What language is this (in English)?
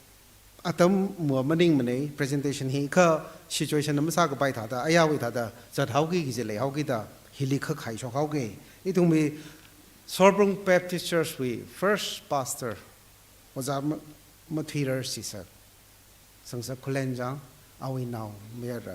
Tangkhul Naga (India)